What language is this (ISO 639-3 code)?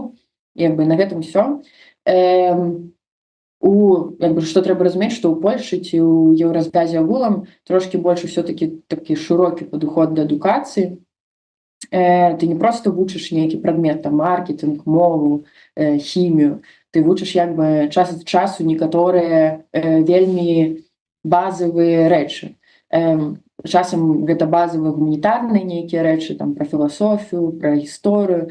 bel